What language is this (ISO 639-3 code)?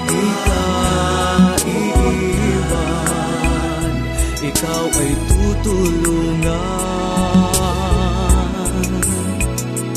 fil